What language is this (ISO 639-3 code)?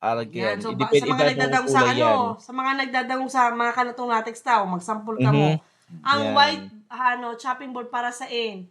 bik